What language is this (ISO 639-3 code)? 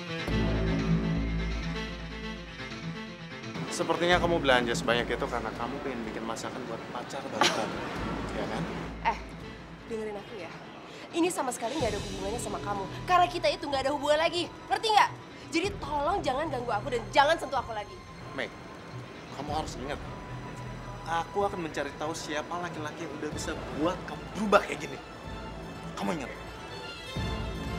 ind